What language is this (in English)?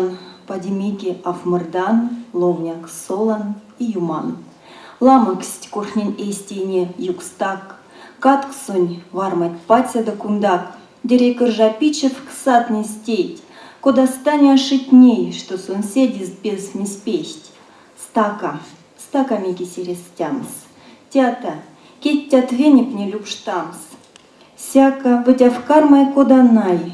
Erzya